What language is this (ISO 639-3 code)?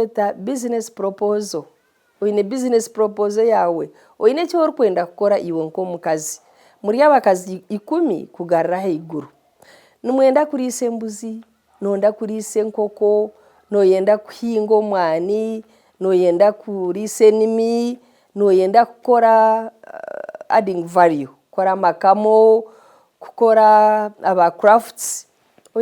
nyn